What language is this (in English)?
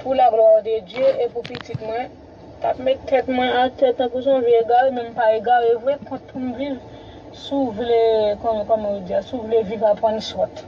Haitian Creole